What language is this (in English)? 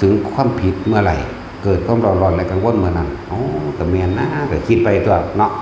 Northeastern Thai